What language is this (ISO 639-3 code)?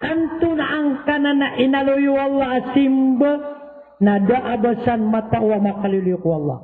mrw